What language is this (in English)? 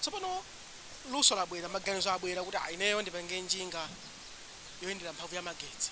Nyanja